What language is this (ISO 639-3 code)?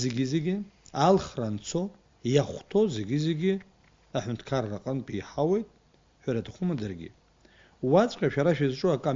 abk